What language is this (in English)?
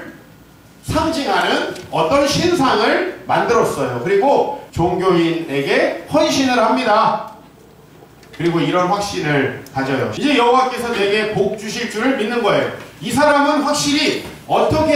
Korean